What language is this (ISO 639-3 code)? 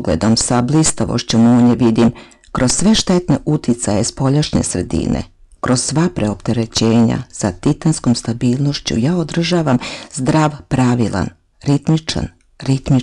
srp